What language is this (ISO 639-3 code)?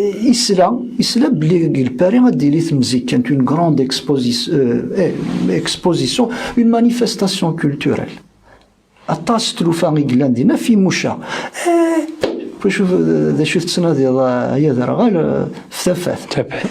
kab